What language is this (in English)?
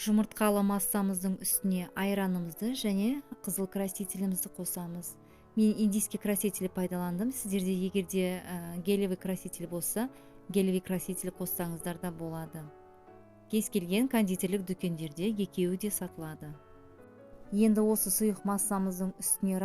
Kazakh